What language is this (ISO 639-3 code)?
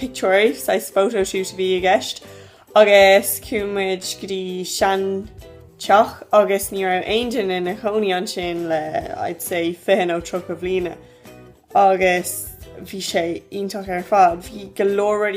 gle